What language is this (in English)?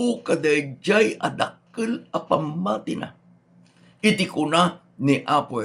Iloko